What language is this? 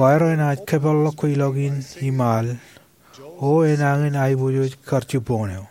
Marshallese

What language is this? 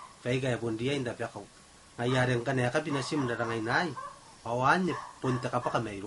Gilbertese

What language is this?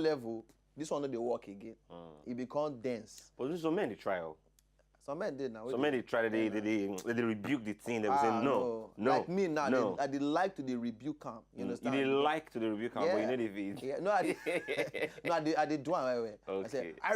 Nigerian Pidgin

